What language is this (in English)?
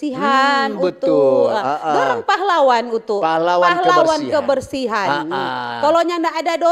Manado Malay